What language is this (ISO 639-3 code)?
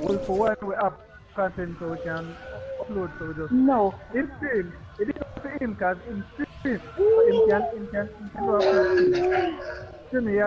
jam